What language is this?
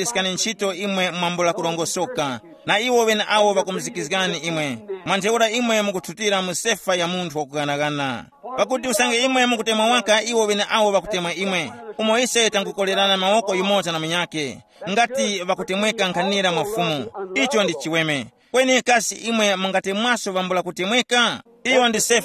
Tumbuka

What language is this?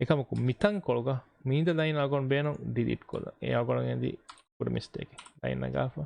Divehi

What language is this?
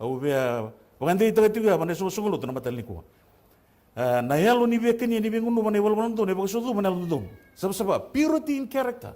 Fijian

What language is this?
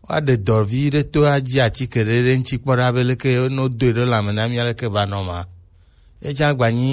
Gen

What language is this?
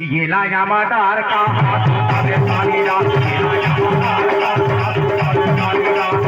Chhattisgarhi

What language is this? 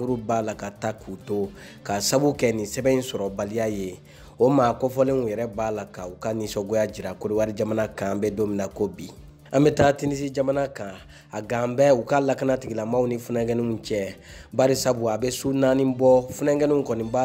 Bambara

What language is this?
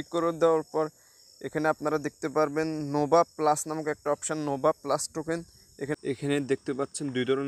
Bangla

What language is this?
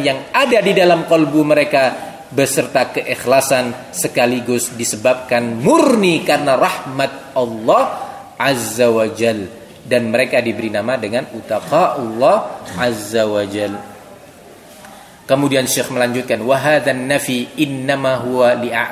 Indonesian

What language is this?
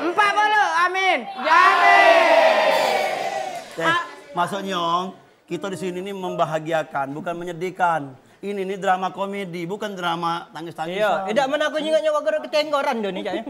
Musi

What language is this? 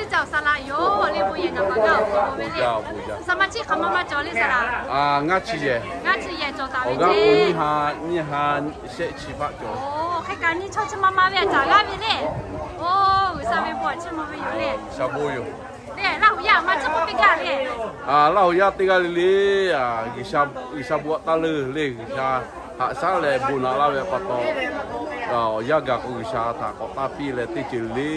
Lahu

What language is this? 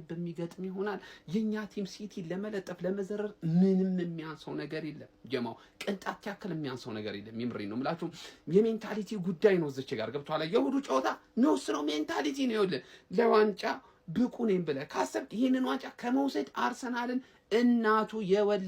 Amharic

